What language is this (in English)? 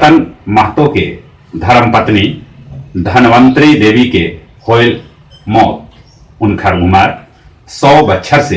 Magahi